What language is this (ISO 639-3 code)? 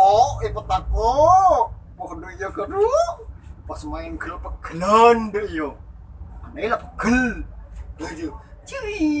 mad